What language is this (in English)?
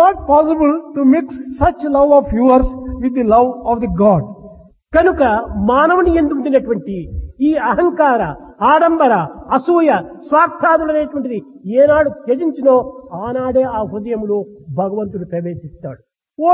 Telugu